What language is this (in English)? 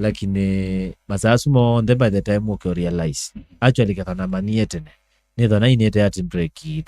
Kamba